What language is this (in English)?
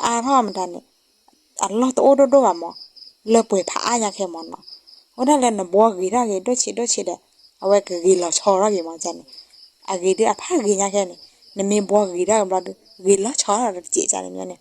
S'gaw Karen